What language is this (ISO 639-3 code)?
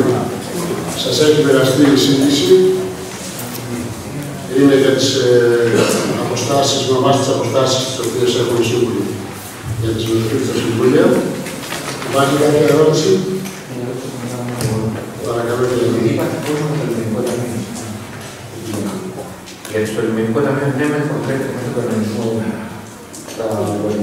ell